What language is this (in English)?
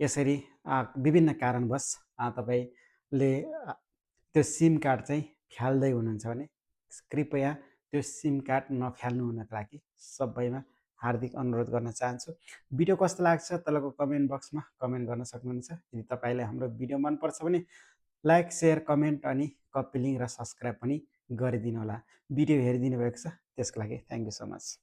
Nepali